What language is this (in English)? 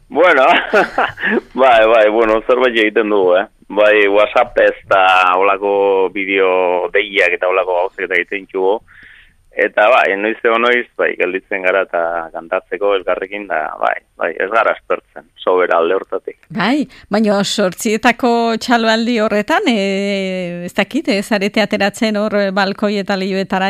Basque